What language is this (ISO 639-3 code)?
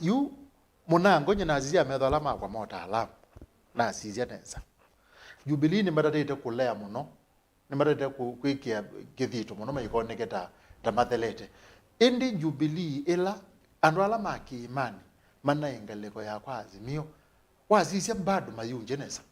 kam